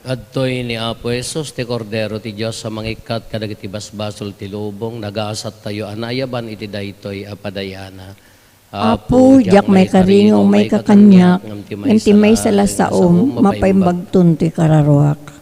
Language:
Iloko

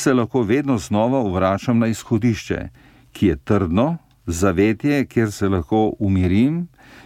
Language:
Slovenian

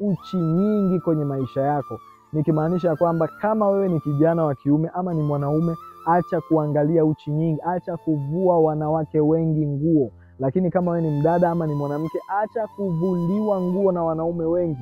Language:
Swahili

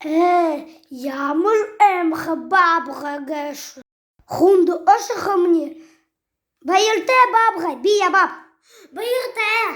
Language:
Buriat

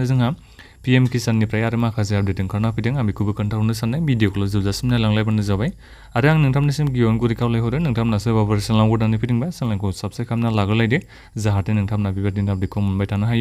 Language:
Bodo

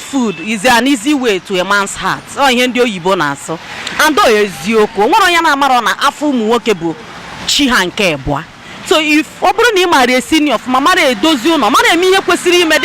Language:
Igbo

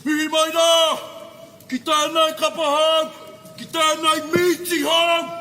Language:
Māori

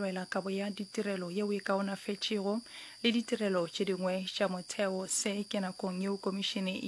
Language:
Northern Sotho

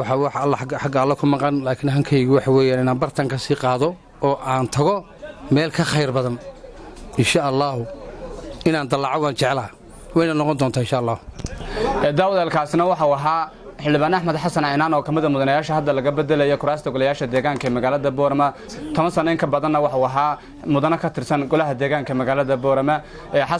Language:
Somali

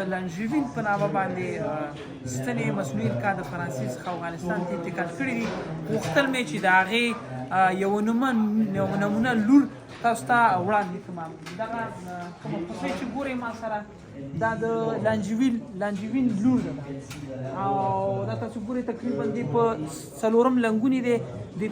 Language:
Pashto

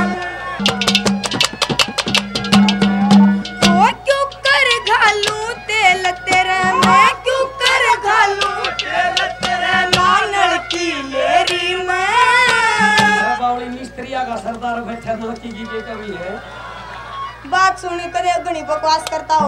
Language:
Haryanvi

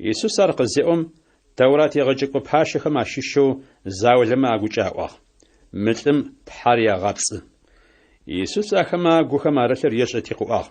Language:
Adyghe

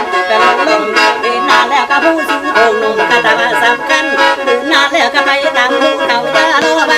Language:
Northeastern Thai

